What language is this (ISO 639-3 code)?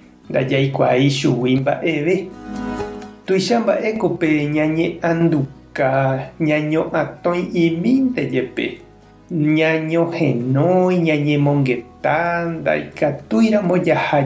grn